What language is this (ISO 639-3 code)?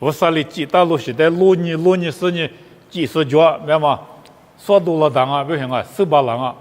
lis